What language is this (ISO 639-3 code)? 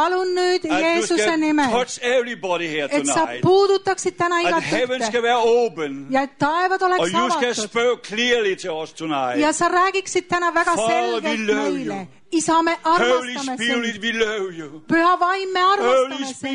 est